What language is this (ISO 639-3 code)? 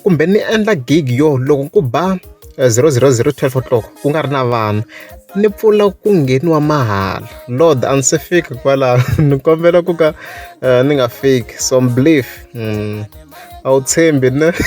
tso